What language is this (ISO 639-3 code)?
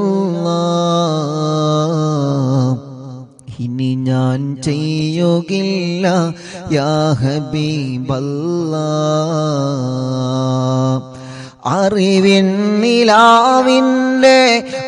mal